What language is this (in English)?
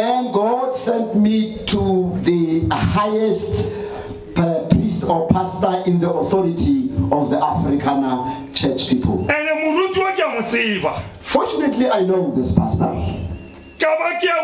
Northern Sotho